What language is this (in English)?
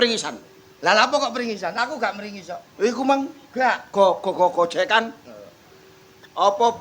Javanese